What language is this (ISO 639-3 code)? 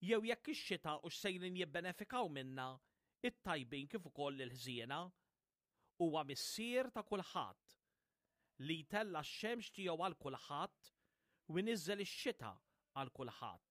mlt